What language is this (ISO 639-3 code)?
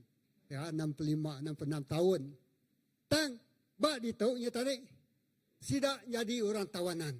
iba